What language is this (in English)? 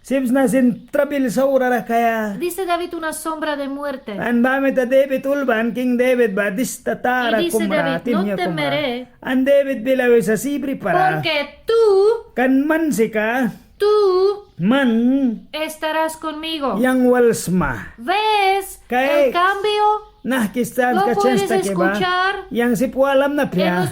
Mískito